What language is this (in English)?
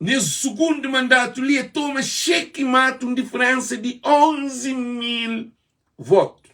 Kabuverdianu